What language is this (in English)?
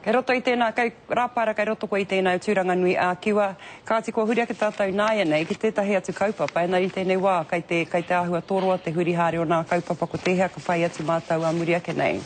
Māori